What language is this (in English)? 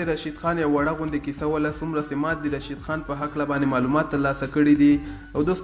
Pashto